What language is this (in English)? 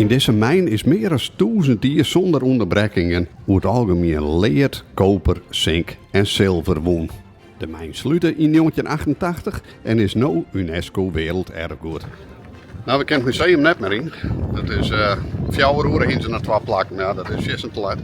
Western Frisian